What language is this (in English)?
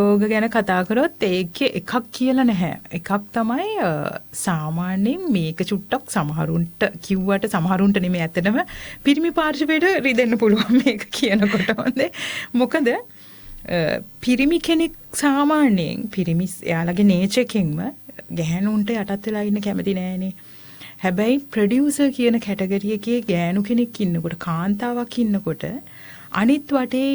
Sinhala